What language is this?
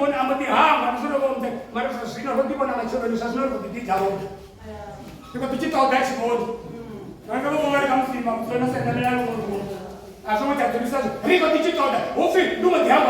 Venda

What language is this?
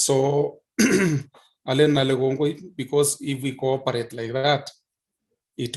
Kalenjin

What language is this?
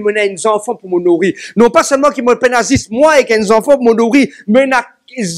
Morisyen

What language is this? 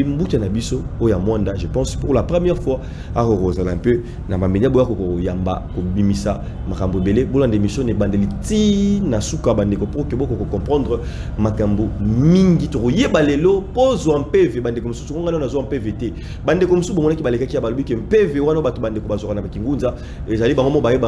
Lingala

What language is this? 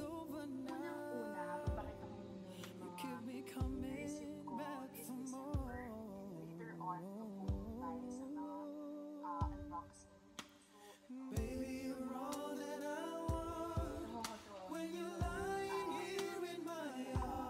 Filipino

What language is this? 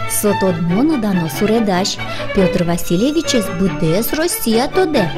Udmurt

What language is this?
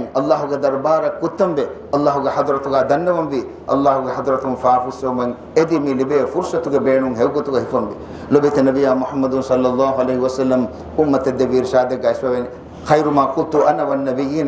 Divehi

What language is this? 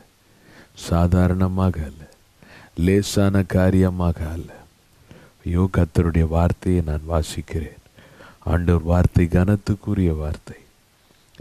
Tamil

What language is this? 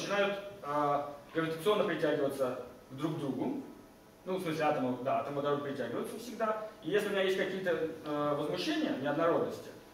Russian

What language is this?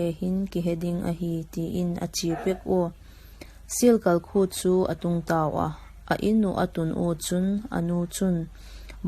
Vaiphei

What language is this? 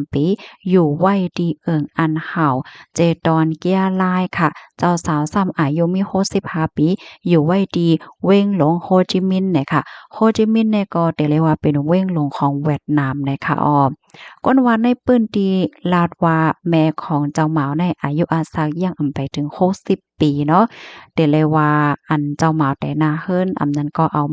Shan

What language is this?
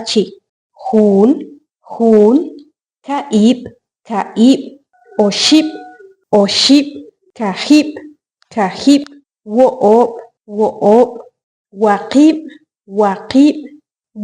Achi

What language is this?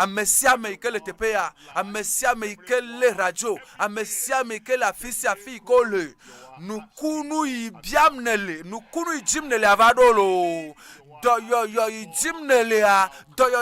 Ewe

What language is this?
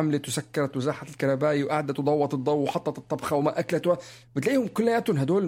North Levantine Arabic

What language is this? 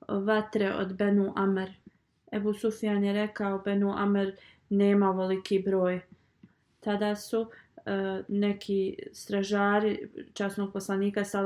Bosnian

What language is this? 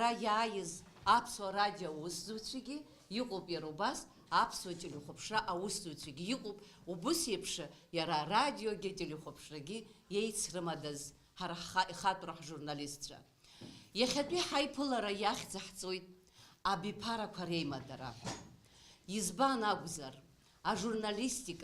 Abkhazian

